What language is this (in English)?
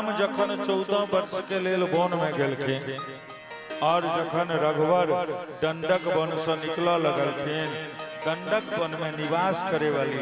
Maithili